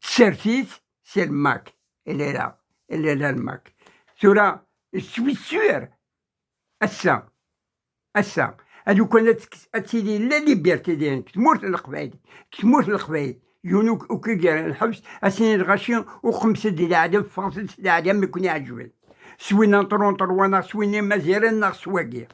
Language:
Kabyle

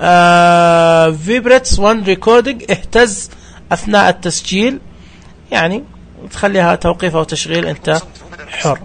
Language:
Najdi Arabic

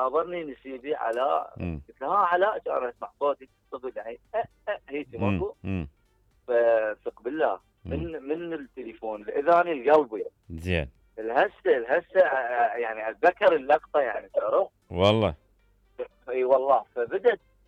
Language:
Mesopotamian Arabic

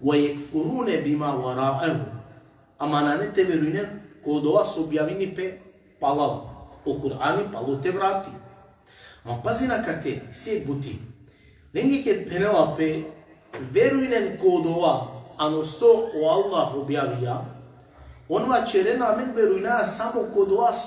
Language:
Balkan Romani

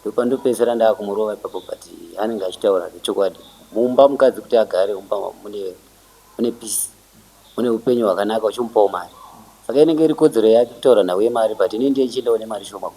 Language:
Shona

